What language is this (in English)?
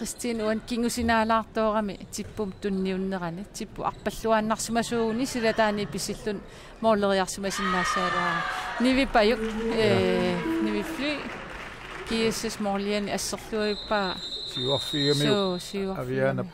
Kalaallisut